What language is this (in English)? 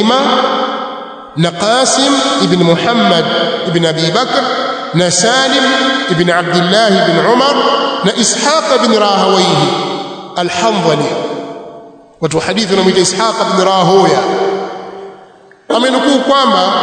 Swahili